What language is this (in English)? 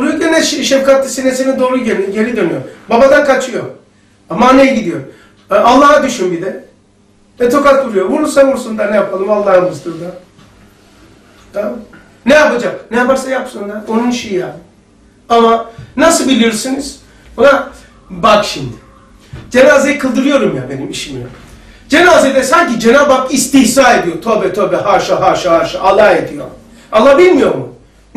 Turkish